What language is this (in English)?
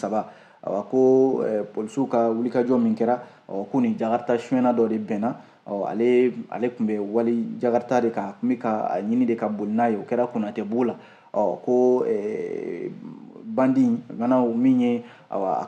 Bambara